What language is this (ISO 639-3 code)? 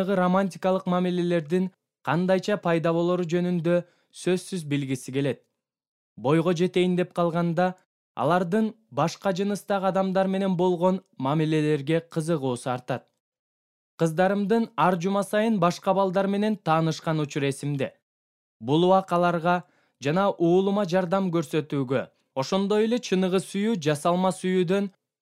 kir